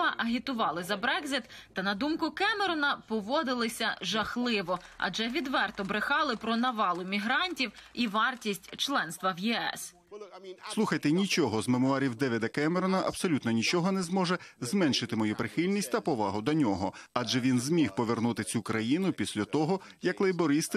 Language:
Ukrainian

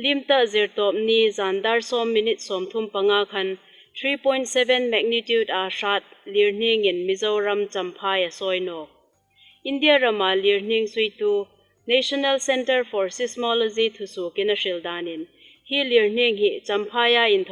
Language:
Hmar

